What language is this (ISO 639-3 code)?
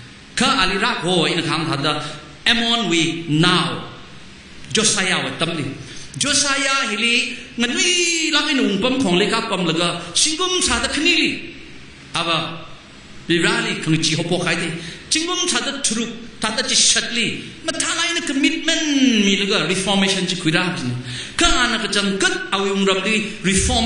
nmf